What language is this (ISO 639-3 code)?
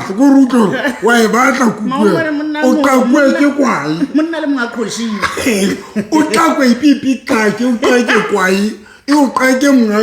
sot